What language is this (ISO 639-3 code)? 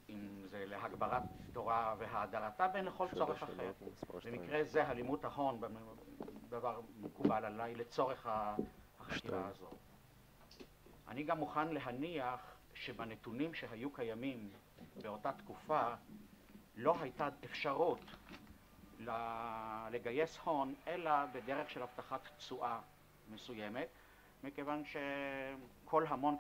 heb